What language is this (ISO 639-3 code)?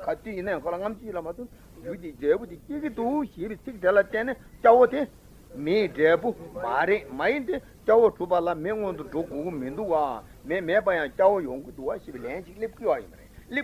bod